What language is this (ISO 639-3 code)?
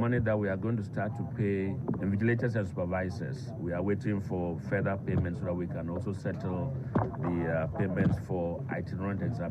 aka